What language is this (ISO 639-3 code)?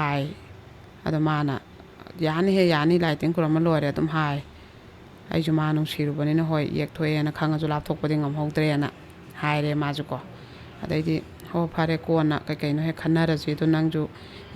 mni